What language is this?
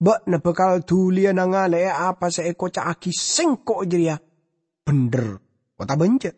Madurese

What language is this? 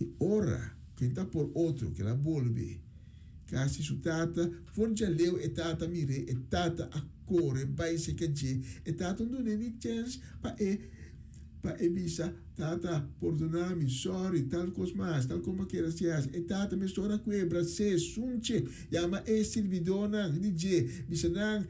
Papiamento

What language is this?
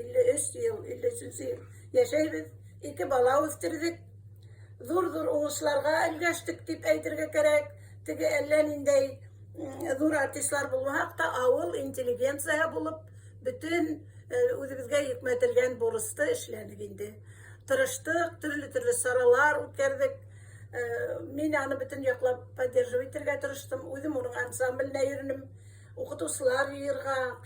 Tatar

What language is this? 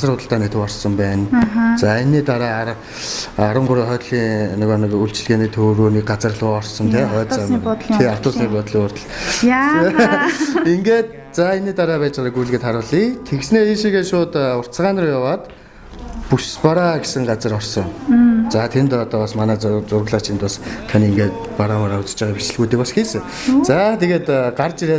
Mongolian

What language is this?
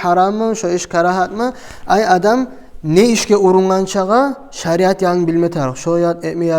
Kumyk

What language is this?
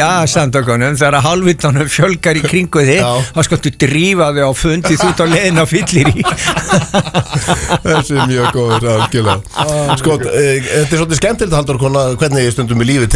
Icelandic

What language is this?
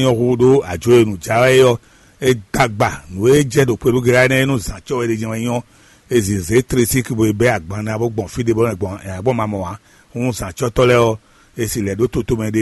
Fon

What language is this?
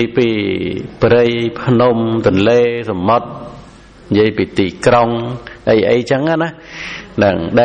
Khmer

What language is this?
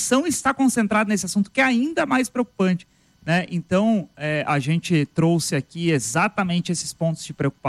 Portuguese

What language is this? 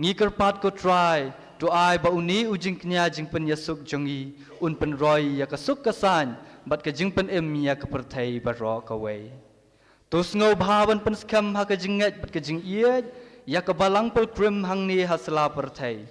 Khasi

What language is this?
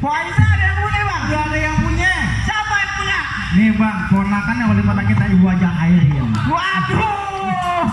Betawi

